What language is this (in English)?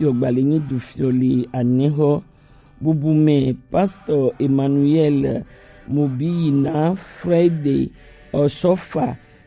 Gen